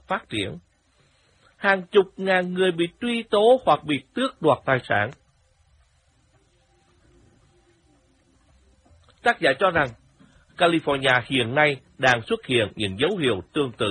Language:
Vietnamese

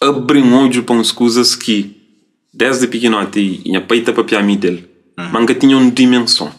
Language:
Kabuverdianu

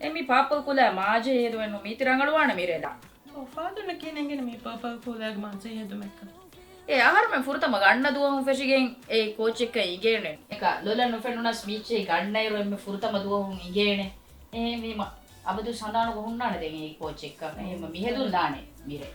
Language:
Divehi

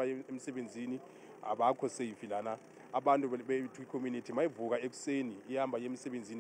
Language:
Zulu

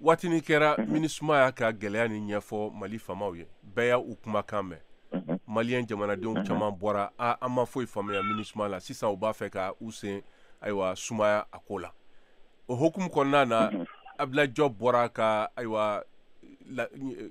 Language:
Bambara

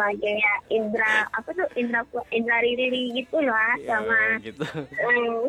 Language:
Indonesian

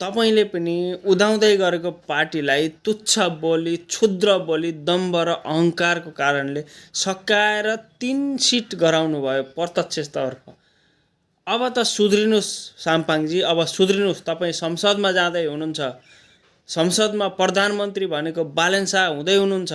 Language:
Nepali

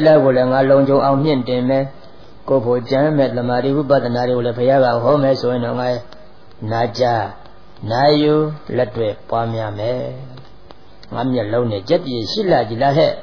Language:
Burmese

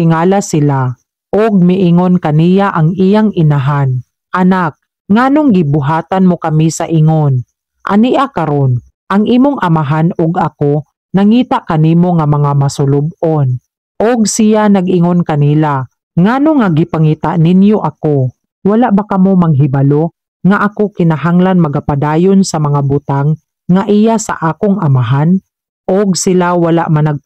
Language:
Cebuano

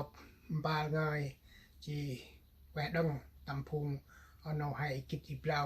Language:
Central Mnong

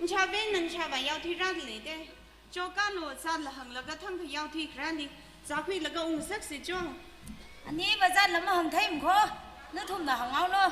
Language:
Tangkhul Naga (India)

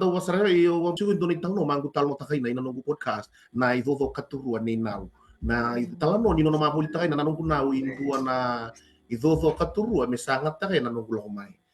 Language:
Fijian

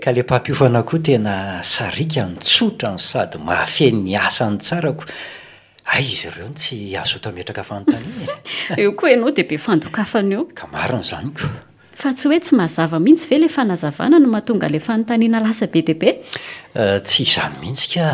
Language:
Malagasy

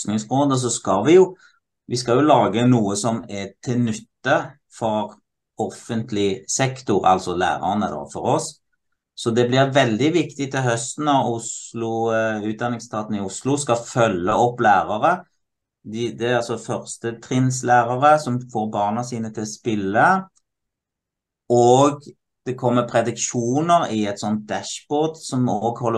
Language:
Norwegian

